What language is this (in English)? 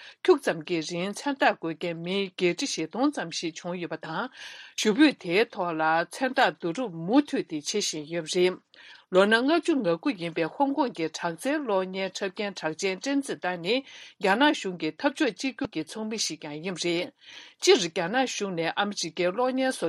Tibetan